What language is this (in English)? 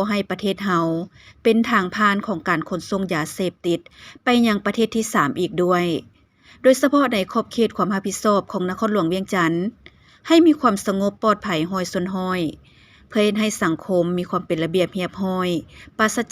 Lao